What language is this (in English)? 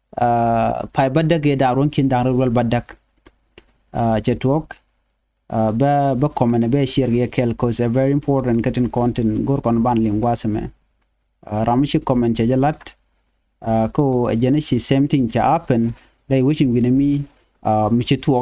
Nuer